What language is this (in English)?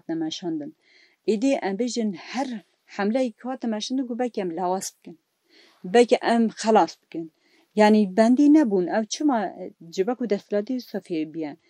Kurdish